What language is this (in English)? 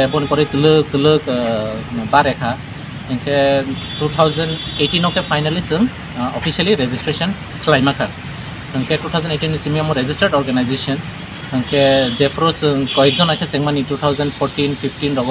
Kok Borok